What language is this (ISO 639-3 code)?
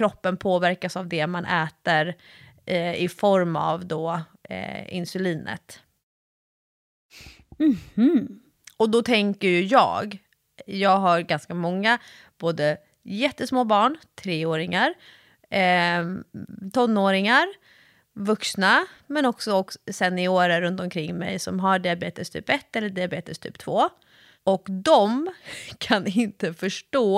swe